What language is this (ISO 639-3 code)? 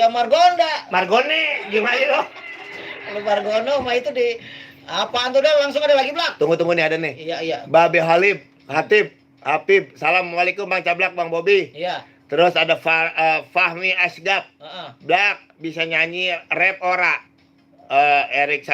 bew